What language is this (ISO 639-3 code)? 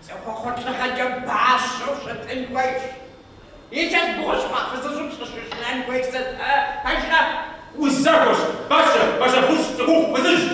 kbd